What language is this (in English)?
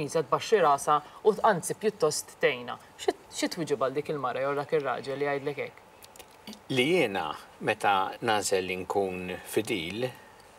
Maltese